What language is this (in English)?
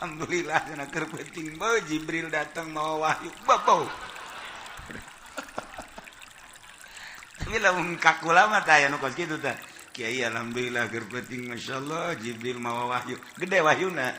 Sundanese